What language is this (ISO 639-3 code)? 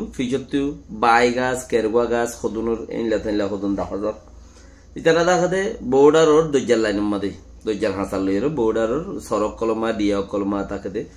rhg